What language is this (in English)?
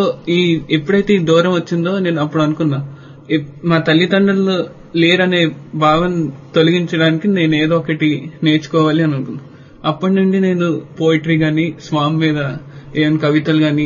Telugu